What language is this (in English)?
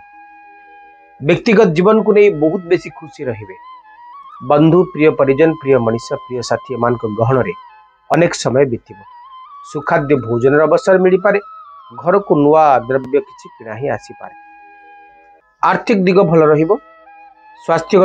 Odia